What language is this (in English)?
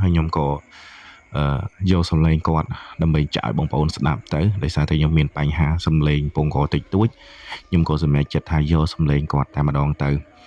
Khmer